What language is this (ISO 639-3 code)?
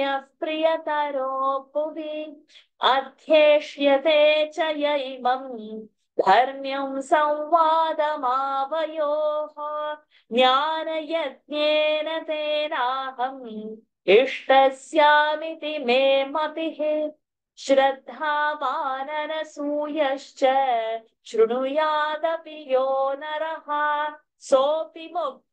san